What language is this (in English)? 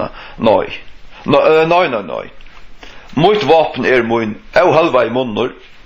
Faroese